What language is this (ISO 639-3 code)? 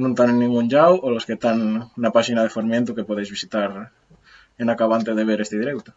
ast